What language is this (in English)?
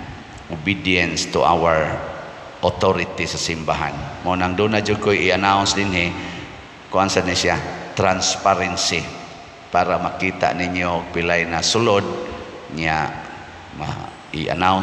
Cebuano